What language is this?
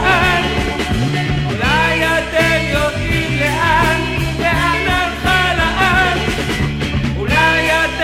Hebrew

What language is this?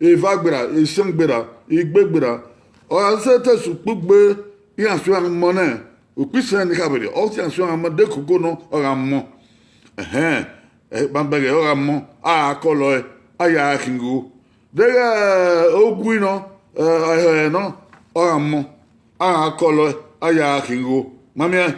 Bini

